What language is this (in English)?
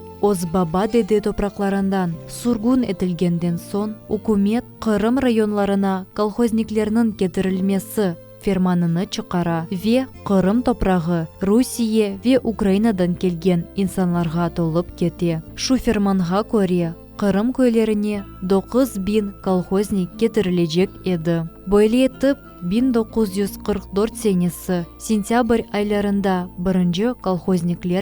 Crimean Tatar